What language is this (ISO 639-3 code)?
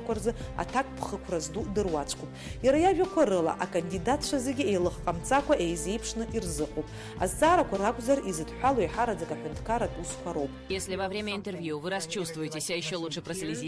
abk